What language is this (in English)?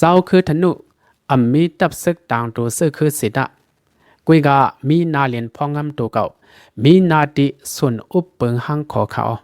Shan